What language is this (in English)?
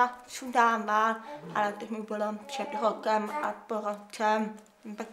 Czech